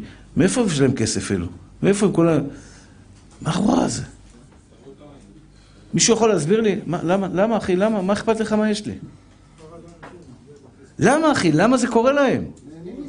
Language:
Hebrew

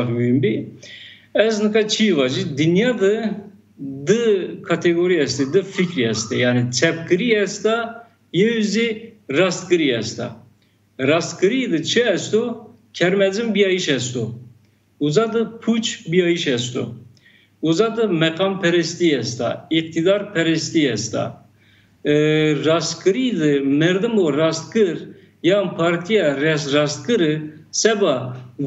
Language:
Zaza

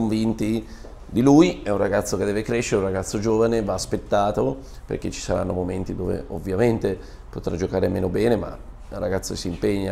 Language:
Italian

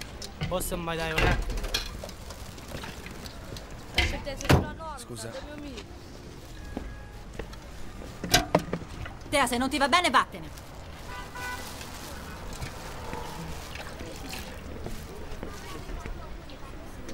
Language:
Italian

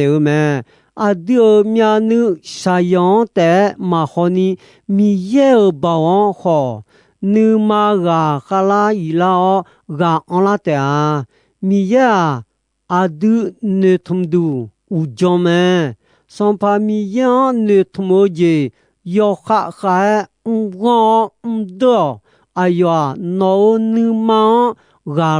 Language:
Akha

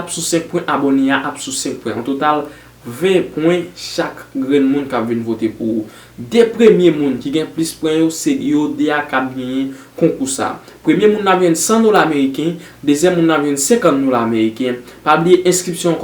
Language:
Haitian Creole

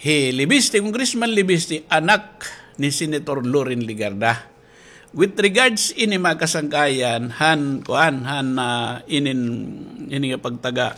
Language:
Waray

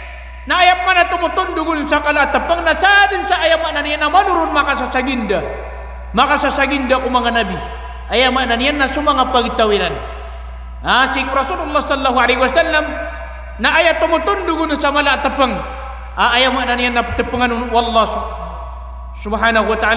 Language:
Maranao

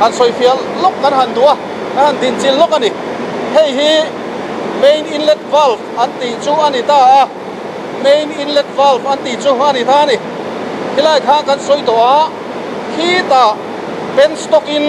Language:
Mizo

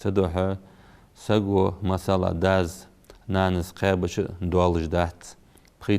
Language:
Ingush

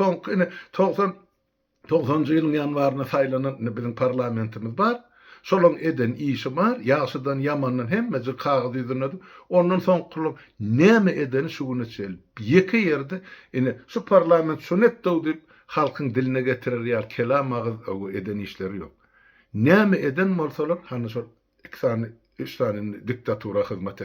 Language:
Turkmen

